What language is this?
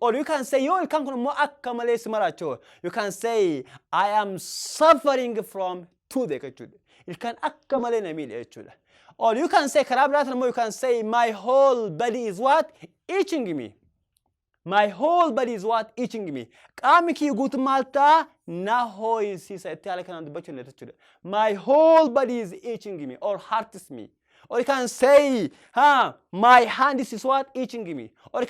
Oromo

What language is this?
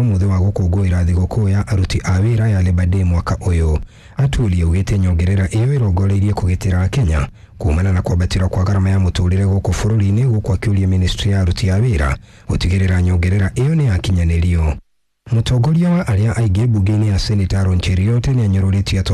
Kikuyu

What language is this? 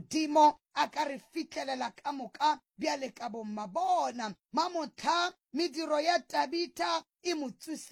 Northern Sotho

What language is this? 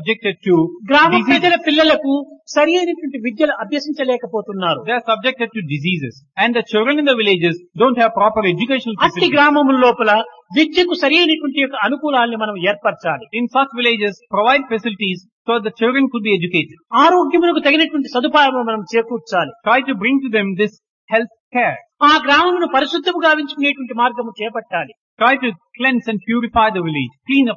Telugu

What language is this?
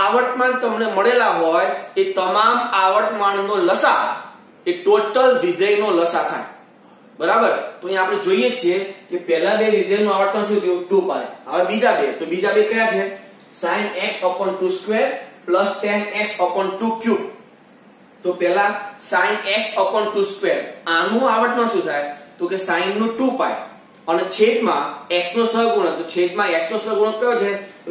Gujarati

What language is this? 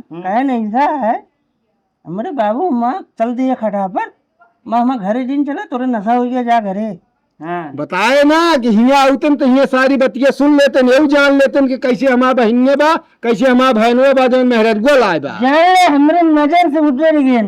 Awadhi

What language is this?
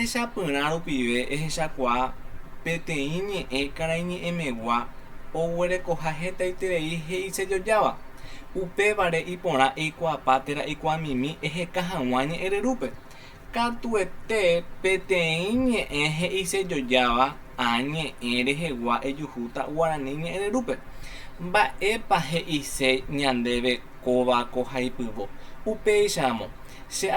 Guarani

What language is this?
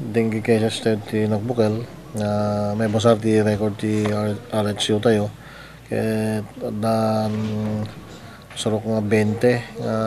Iloko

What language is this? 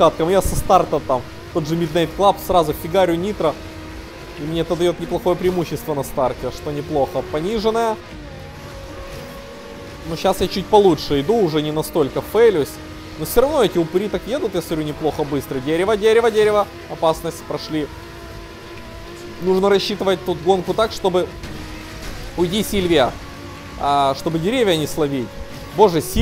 Russian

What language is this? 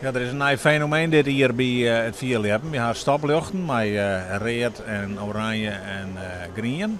Western Frisian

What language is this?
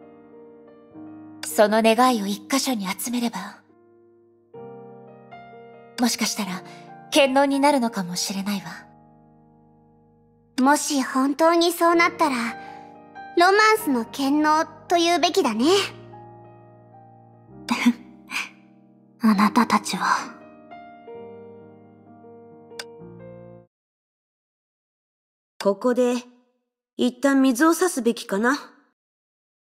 Japanese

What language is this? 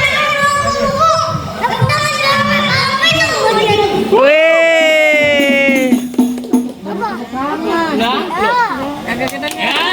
Betawi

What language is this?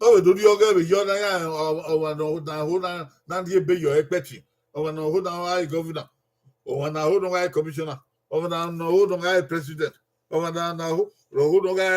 Bini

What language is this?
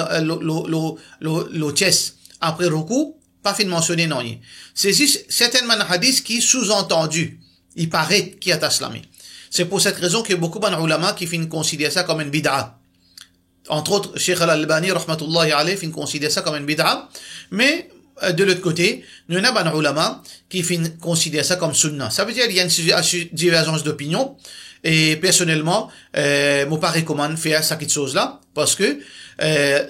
Morisyen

